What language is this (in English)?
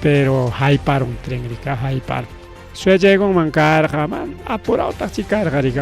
Ayacucho Quechua